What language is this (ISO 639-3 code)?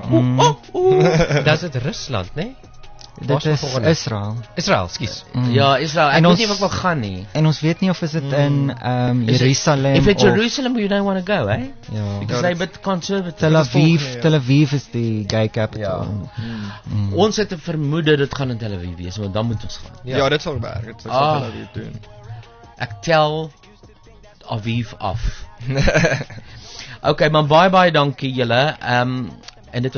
afr